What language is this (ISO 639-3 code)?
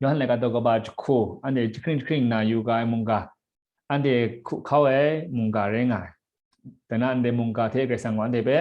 kac